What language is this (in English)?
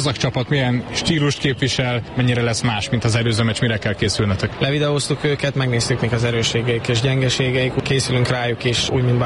Hungarian